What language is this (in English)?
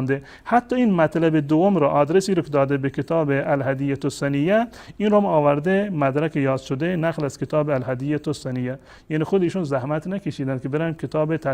Persian